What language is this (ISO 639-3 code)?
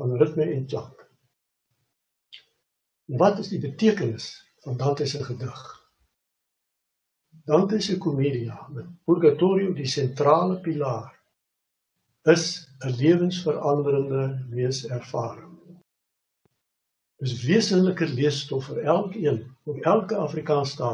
afr